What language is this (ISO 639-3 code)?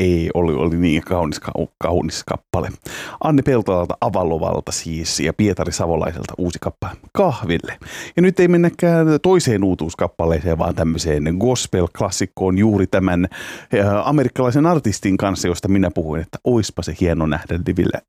fin